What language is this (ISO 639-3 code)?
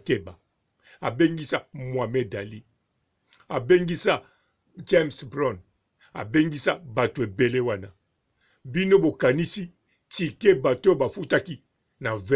lin